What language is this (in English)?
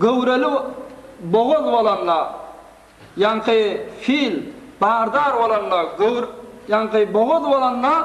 Turkmen